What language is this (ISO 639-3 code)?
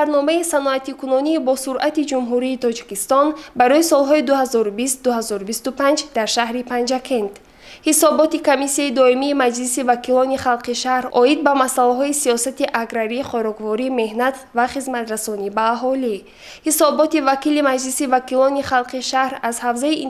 tgk